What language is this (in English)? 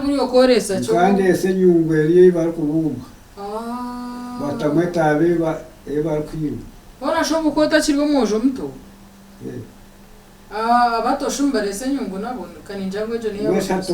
Nyankole